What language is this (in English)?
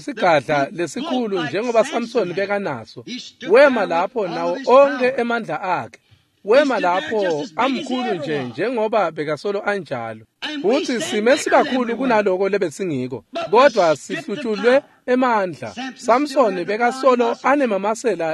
Swati